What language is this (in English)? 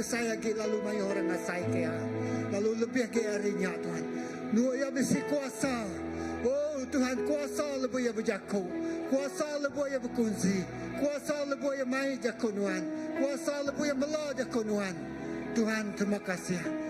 Iban